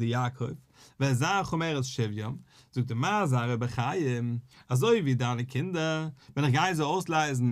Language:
Yiddish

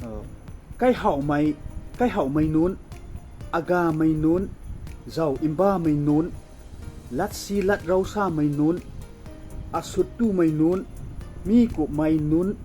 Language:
Rongmei Naga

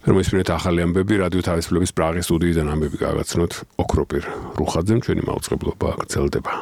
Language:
Georgian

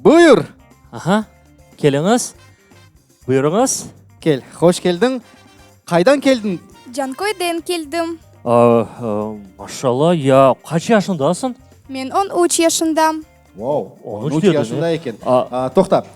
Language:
Crimean Tatar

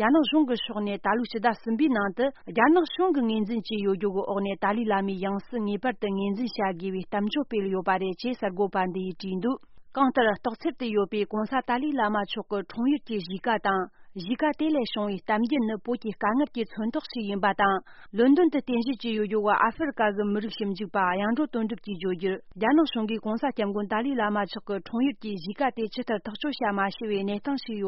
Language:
Tibetan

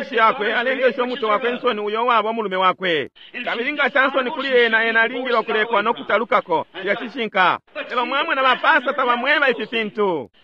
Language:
Bemba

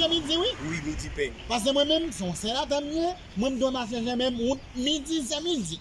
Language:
Haitian Creole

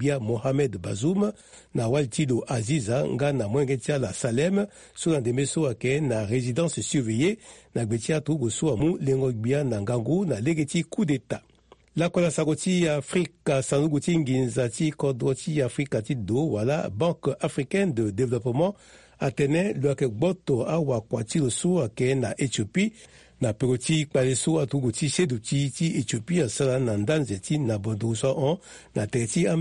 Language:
Sango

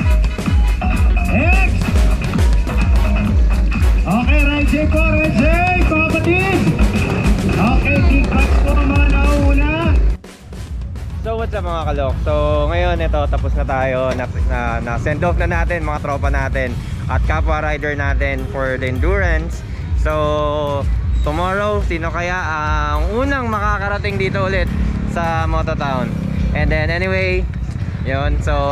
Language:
Filipino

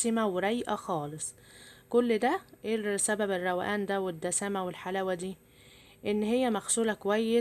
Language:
Egyptian Arabic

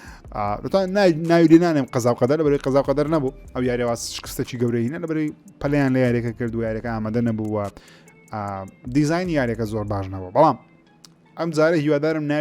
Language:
Central Kurdish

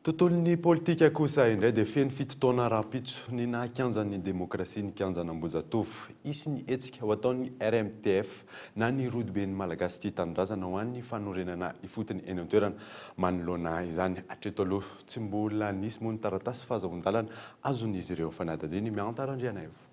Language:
Malagasy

